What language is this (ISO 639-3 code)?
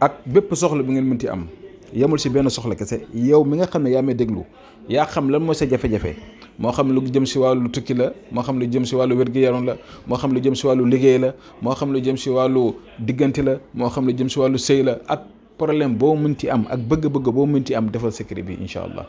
wol